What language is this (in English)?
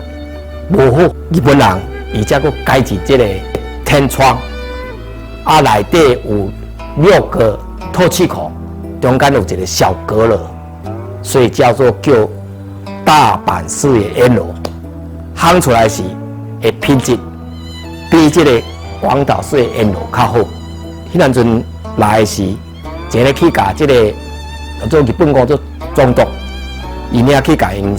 Min Nan Chinese